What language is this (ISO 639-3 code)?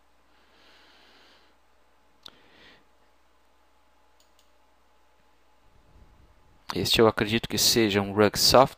por